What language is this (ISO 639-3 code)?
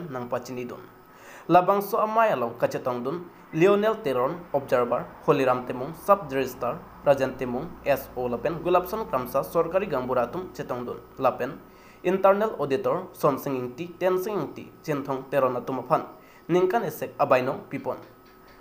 mjw